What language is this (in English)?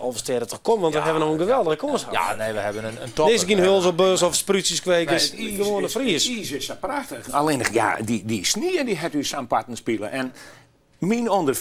Western Frisian